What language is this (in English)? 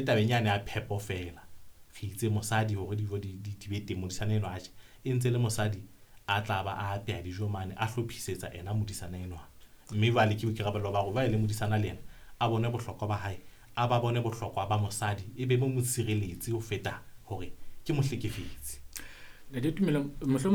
Southern Sotho